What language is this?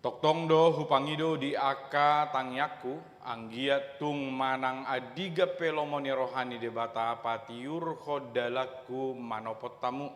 Batak Toba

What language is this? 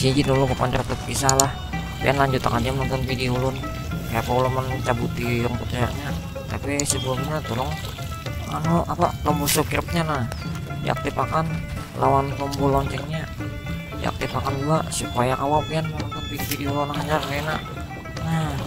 Banjar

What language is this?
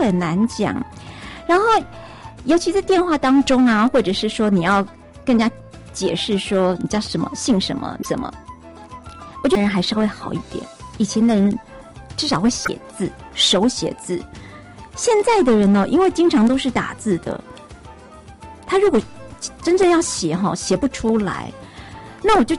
Chinese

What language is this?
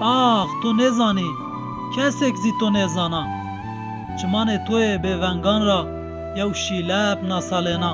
Zaza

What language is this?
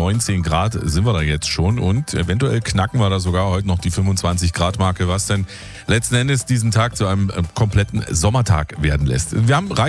German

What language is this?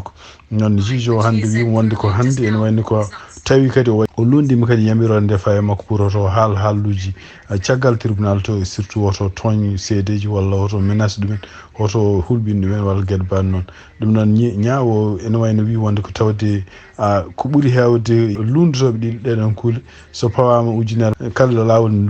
Fula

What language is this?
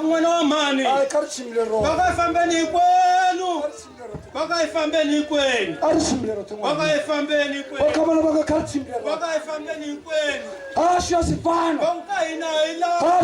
Tsonga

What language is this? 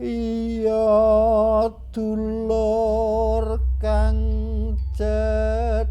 Javanese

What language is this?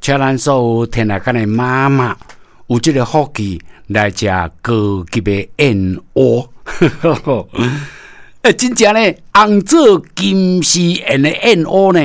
Min Nan Chinese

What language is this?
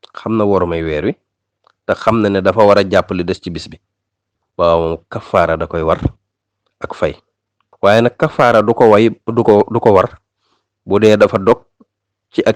Wolof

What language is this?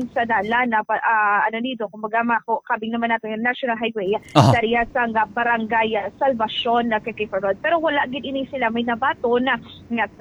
Hiligaynon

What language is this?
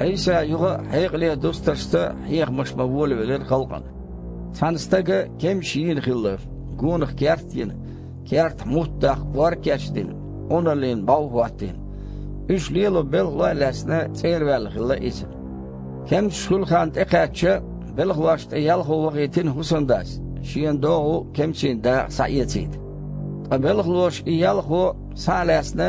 Chechen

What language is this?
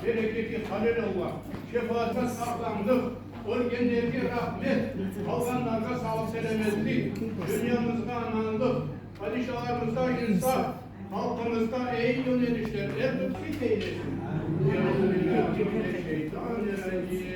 Crimean Tatar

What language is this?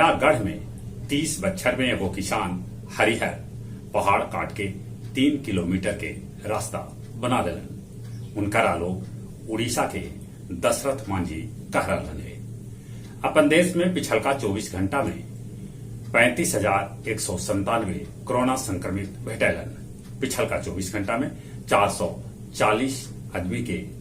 Magahi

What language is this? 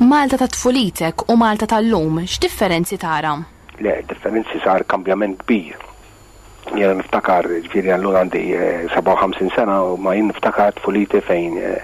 Maltese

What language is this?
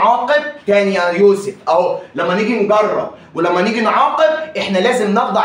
Egyptian Arabic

